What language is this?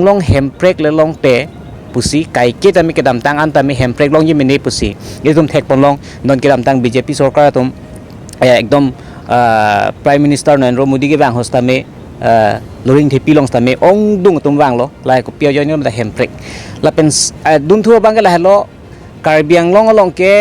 Karbi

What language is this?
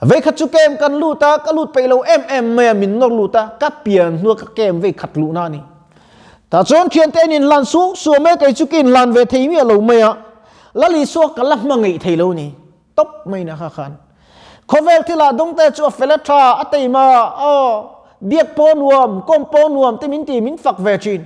Mizo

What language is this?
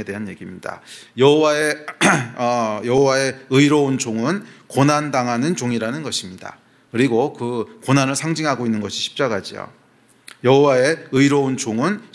Korean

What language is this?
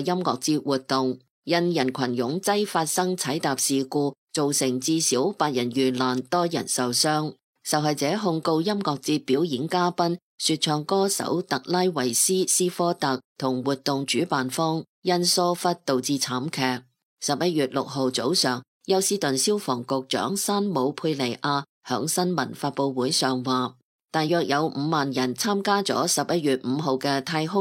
Cantonese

